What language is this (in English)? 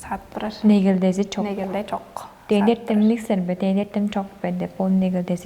Tuvinian